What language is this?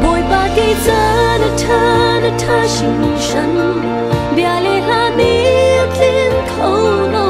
Hakha Chin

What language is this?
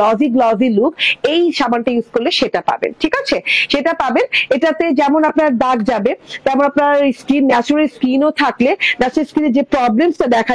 Bangla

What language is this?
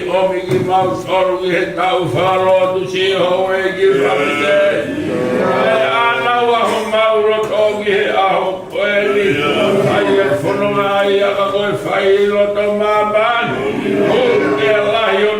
Tongan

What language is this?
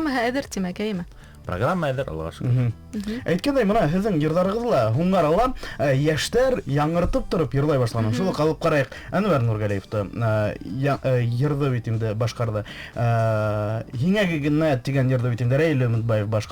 Bashkir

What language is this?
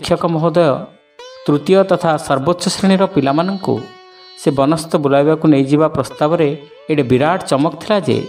Odia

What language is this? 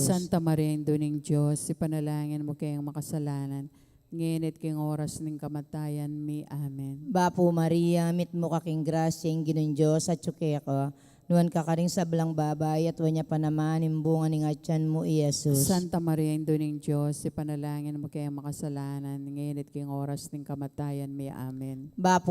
Pampanga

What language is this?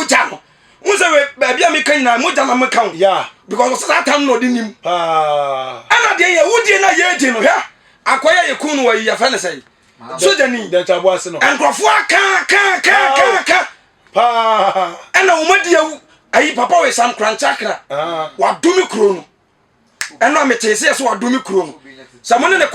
Akan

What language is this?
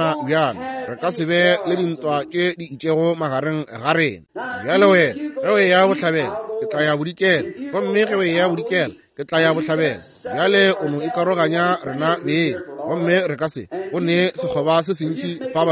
Northern Sotho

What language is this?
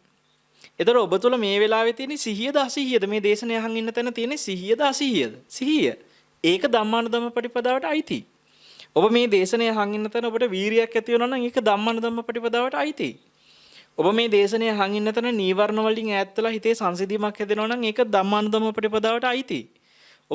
Sinhala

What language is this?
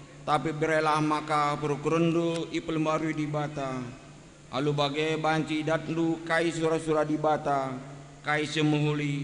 Batak Karo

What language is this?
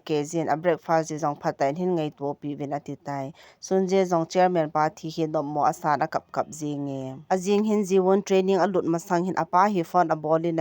Thado Chin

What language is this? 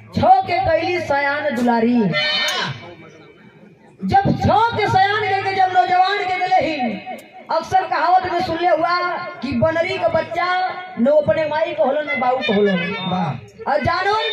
Bhojpuri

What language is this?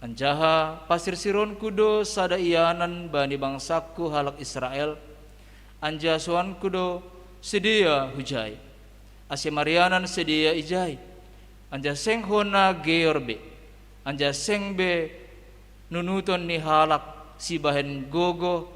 Batak Simalungun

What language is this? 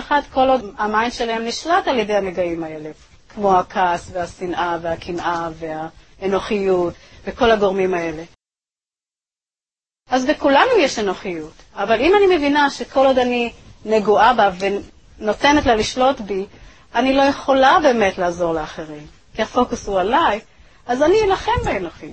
Hebrew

